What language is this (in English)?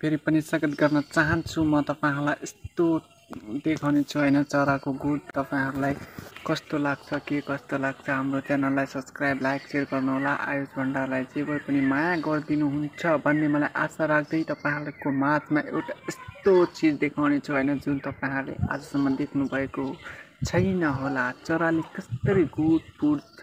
Nepali